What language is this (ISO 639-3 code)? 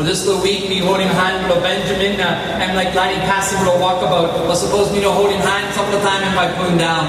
tpi